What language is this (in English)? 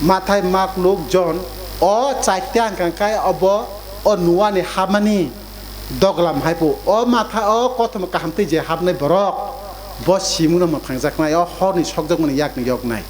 Kok Borok